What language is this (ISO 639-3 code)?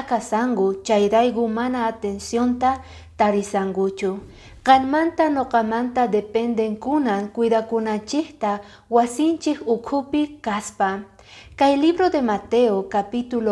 que